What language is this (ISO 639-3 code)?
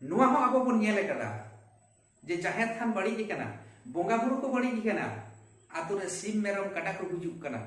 sat